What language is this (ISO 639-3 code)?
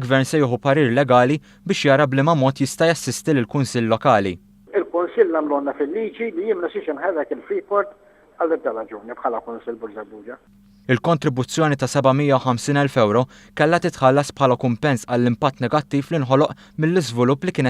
mlt